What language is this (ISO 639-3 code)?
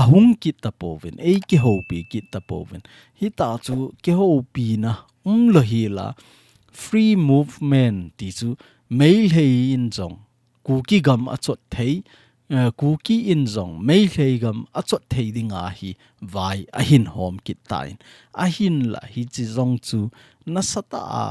tcz